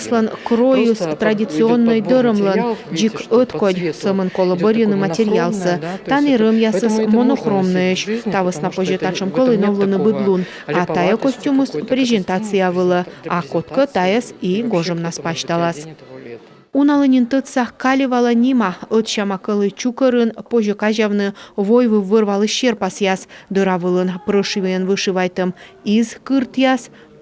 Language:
Komi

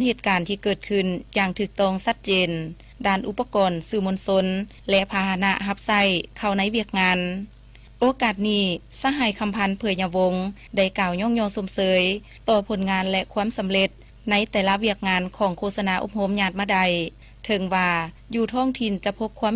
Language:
Lao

